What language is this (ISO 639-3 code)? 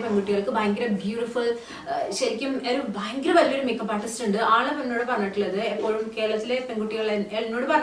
mal